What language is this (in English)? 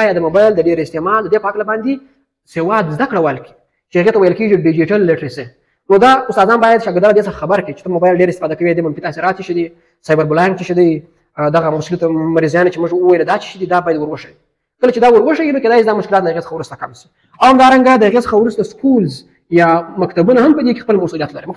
Pashto